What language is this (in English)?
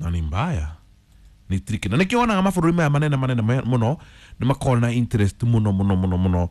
Kikuyu